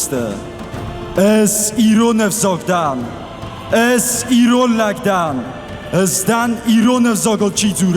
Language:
Ossetic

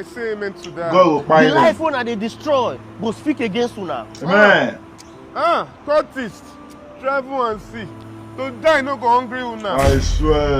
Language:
Nigerian Pidgin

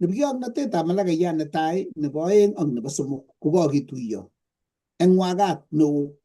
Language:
Kalenjin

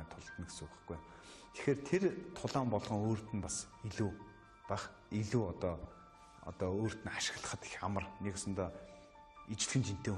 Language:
Mongolian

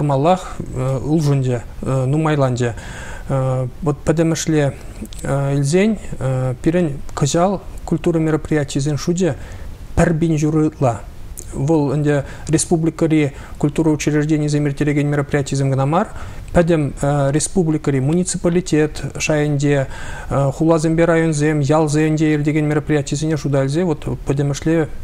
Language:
Chuvash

